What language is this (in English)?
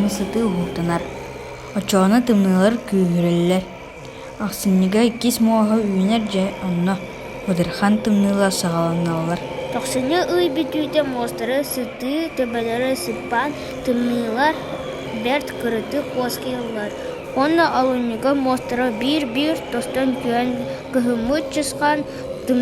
Yakut